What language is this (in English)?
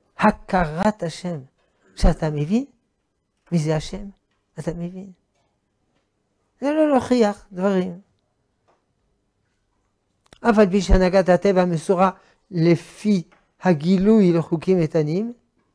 Hebrew